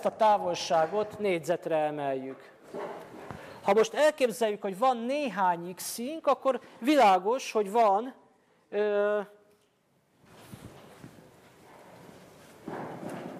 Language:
Hungarian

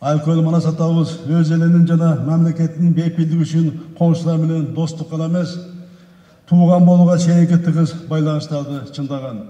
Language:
Kyrgyz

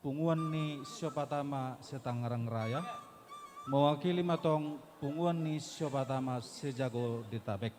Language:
Batak Simalungun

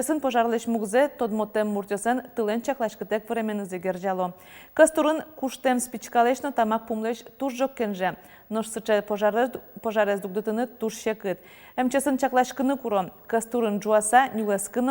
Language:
Udmurt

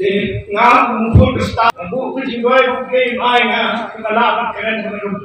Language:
Khasi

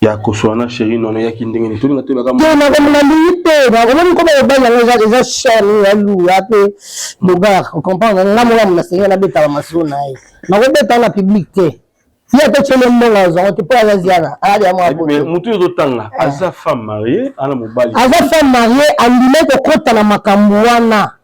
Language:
Lingala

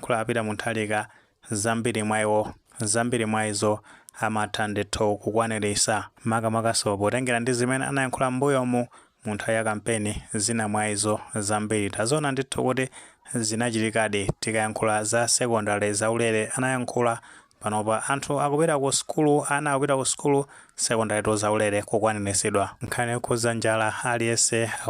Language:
Nyanja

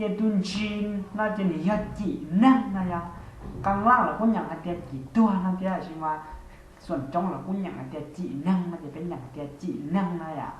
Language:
Hmong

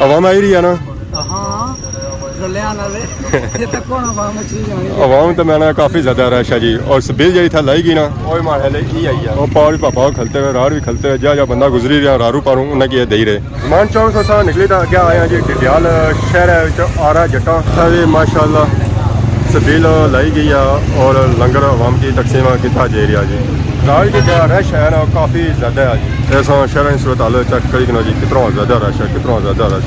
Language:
Pahari-Potwari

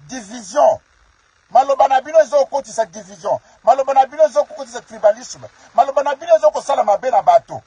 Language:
Lingala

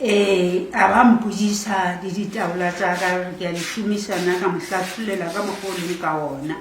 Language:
Northern Sotho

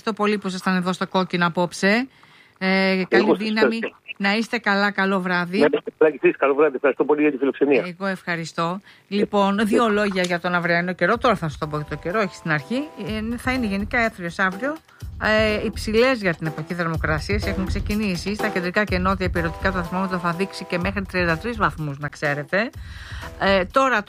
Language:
Greek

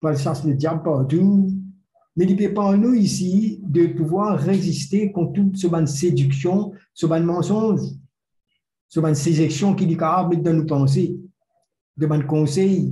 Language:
Morisyen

